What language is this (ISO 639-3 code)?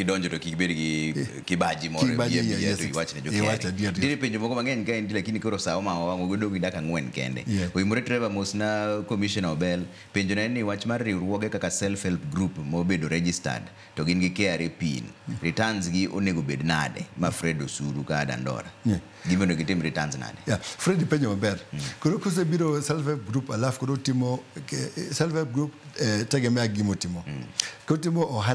luo